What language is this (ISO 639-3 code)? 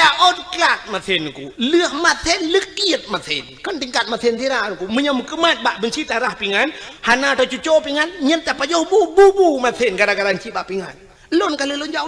ace